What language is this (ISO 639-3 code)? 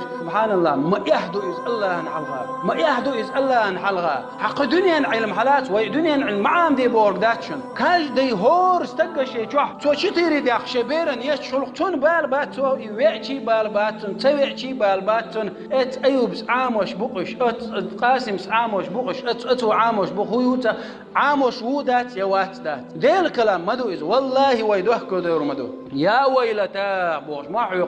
che